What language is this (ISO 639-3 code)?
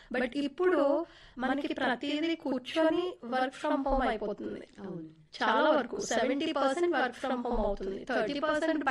tel